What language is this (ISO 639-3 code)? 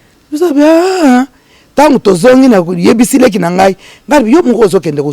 lin